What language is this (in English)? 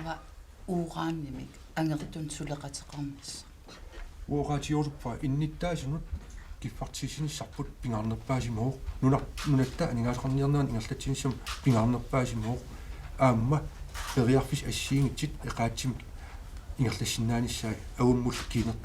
Kalaallisut